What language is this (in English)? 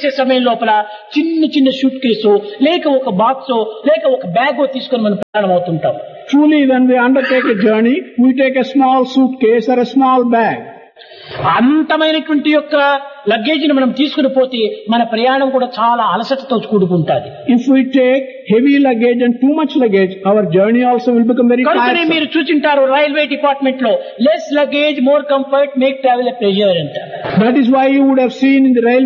Telugu